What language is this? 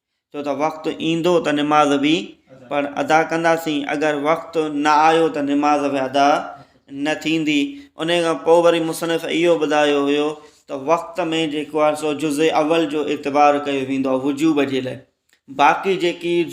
Sindhi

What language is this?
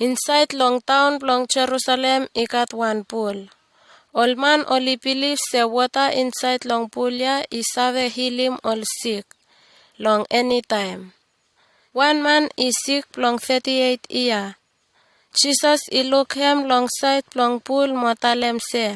Bislama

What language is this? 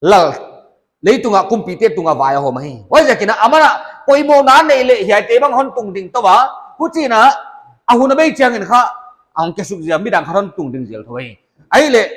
Paite Chin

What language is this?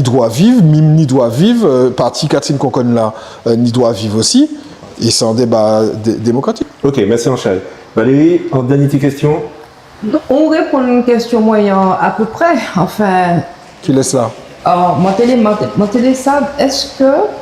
Guadeloupean Creole French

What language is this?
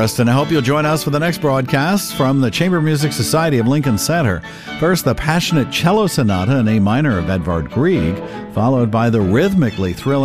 English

